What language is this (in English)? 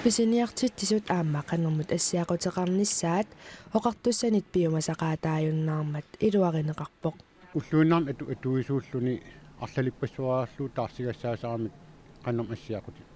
Kalaallisut